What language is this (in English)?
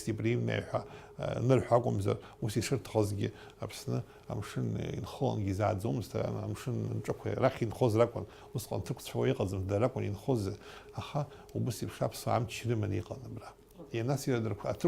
Abkhazian